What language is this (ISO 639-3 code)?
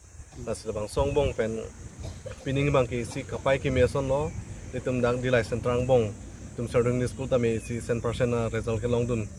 mjw